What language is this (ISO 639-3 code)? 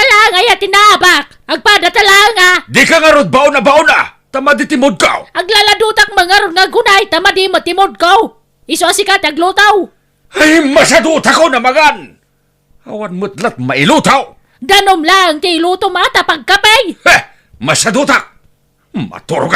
ilo